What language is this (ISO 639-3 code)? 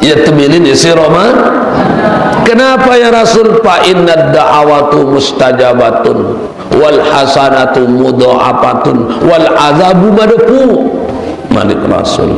sas